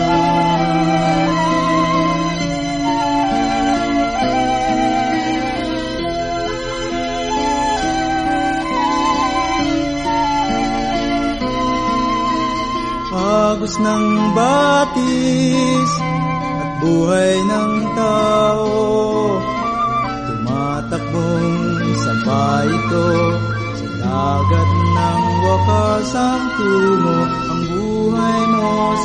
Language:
Filipino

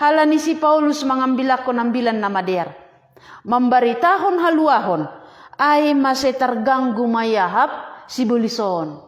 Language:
Batak Simalungun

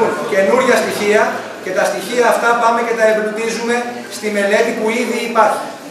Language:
Greek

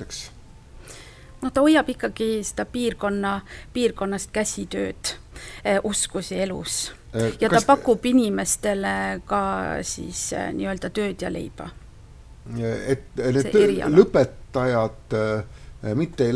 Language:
Estonian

